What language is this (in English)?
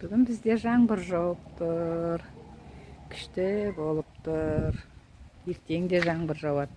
Kazakh